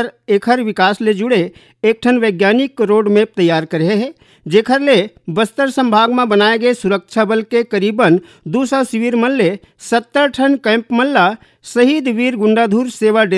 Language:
Chhattisgarhi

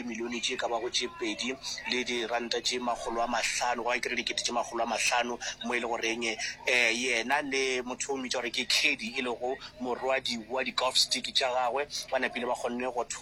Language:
Northern Sotho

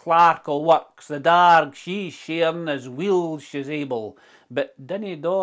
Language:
Scots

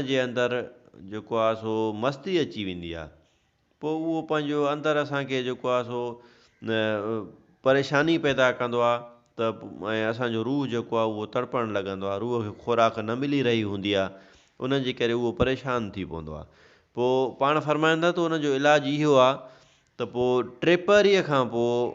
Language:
Sindhi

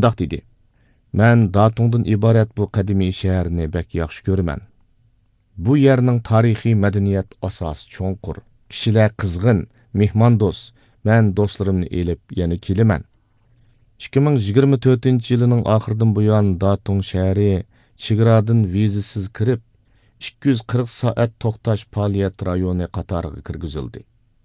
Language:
Uyghur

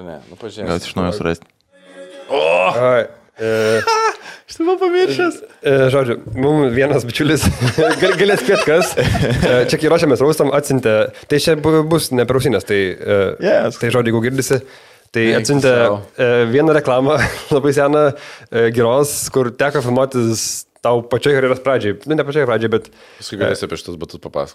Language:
Lithuanian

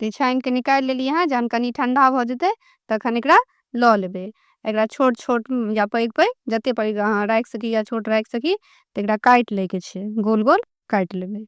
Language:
Maithili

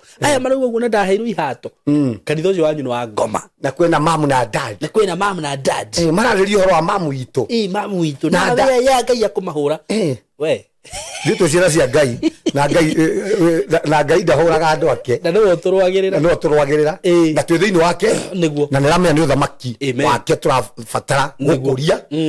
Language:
Kikuyu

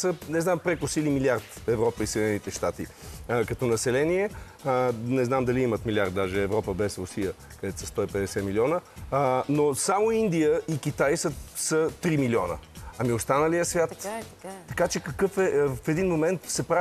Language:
Bulgarian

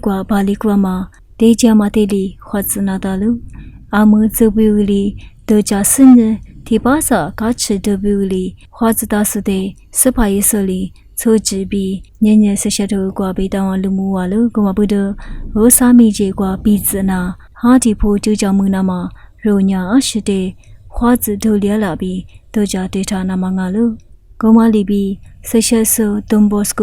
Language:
Lisu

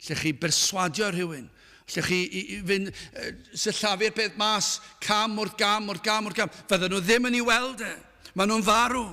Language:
Welsh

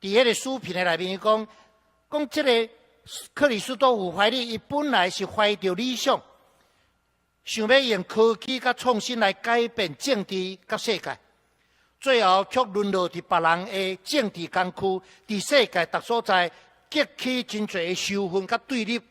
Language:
Min Nan Chinese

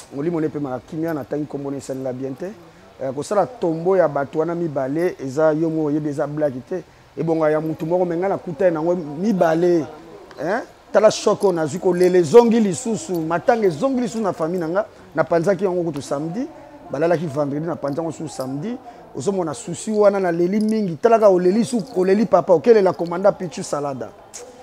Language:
Lingala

